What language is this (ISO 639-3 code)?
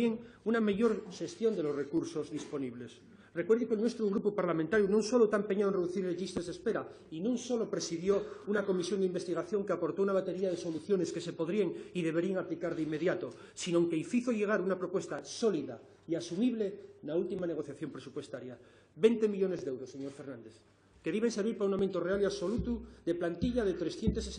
ast